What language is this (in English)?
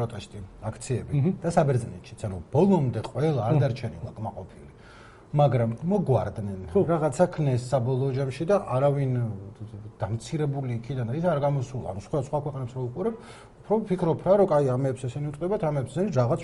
Georgian